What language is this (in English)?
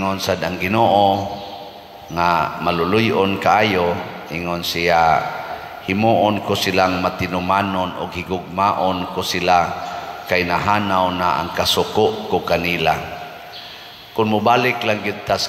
Cebuano